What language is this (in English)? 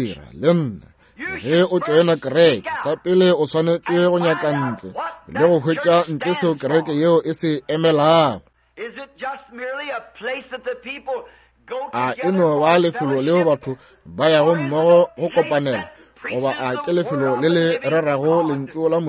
Northern Sotho